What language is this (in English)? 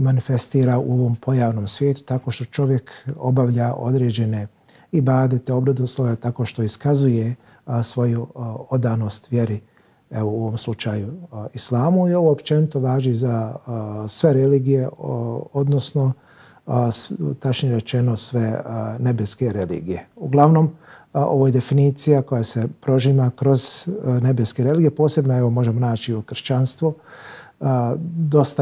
Bosnian